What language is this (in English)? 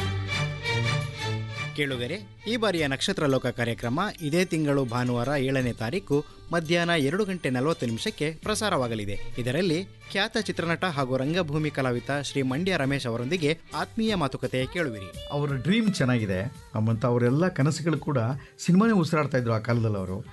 Kannada